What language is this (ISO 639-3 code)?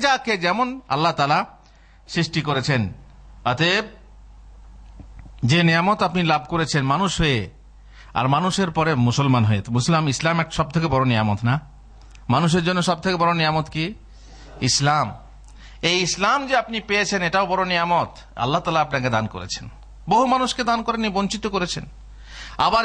ben